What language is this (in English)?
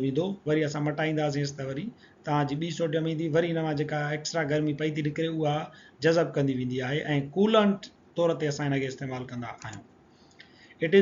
Sindhi